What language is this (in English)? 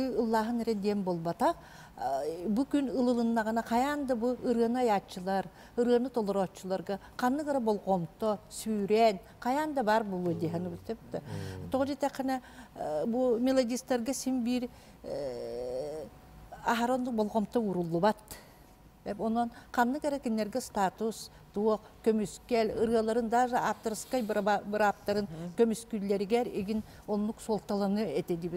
Yakut